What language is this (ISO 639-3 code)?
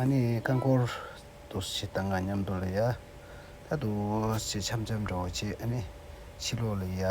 bod